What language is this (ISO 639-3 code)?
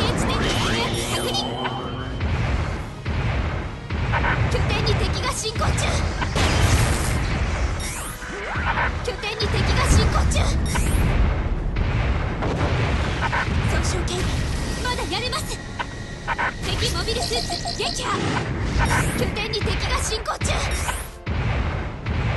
jpn